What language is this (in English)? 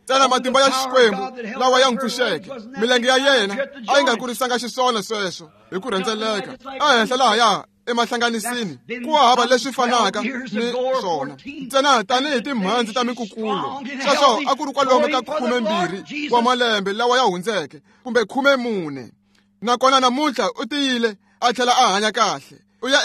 Tsonga